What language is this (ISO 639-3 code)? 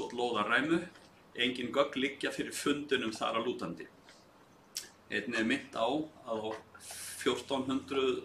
isl